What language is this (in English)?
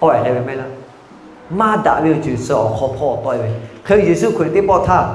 Lahu